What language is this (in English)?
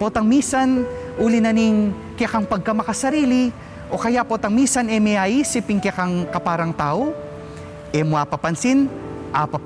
Pampanga